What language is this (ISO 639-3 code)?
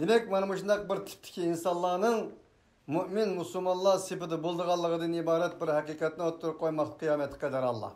uig